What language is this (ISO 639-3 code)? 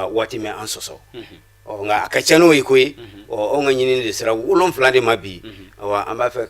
bam